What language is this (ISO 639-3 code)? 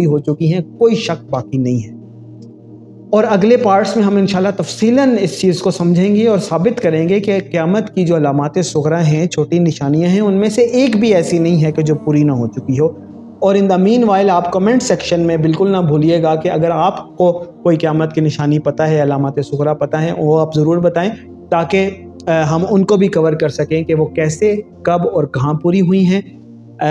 urd